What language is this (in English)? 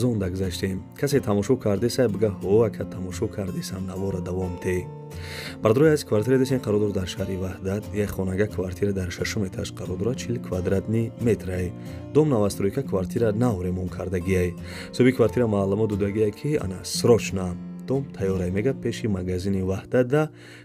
Tajik